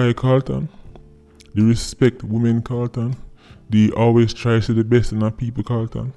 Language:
Jamaican Creole English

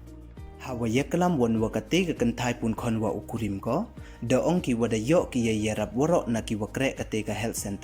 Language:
Pnar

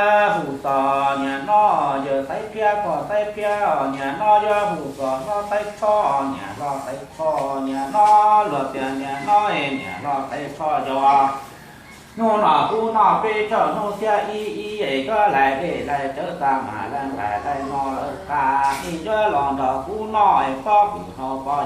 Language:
Hmong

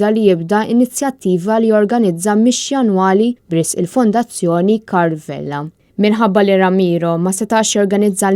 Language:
Maltese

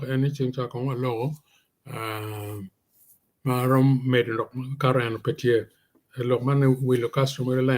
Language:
Acoli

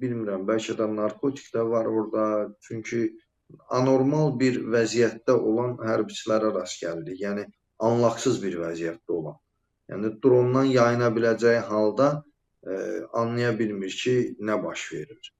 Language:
Azerbaijani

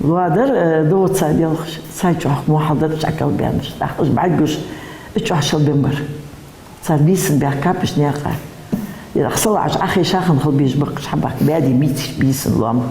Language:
Ingush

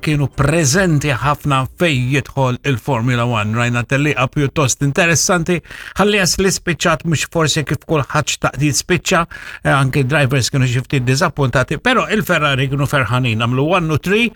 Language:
Maltese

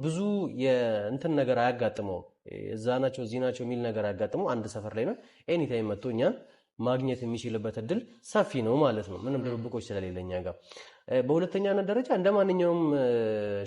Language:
Amharic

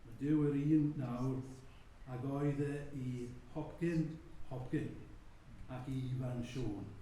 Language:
Welsh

